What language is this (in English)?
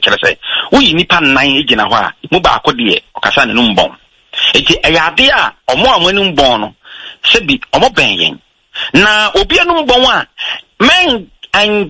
Akan